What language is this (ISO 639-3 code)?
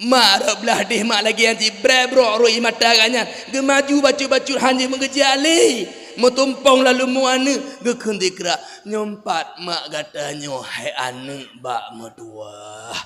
ace